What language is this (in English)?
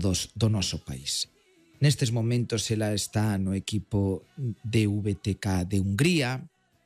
Galician